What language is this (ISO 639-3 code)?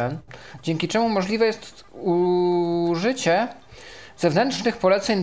pol